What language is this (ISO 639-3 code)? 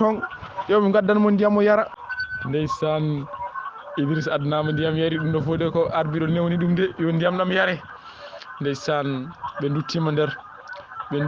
ful